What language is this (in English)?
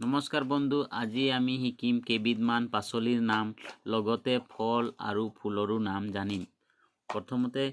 Assamese